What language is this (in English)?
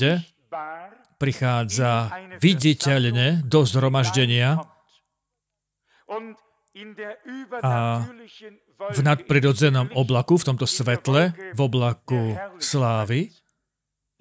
Slovak